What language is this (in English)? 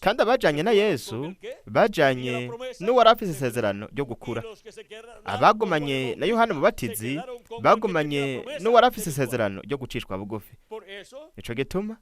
Rundi